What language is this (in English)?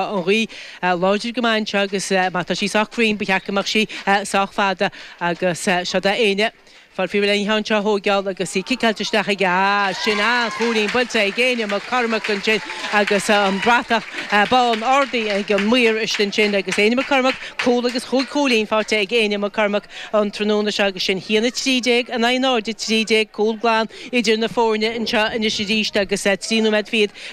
Irish